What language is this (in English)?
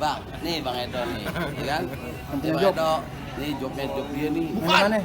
Betawi